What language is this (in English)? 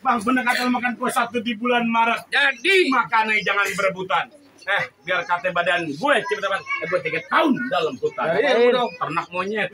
Betawi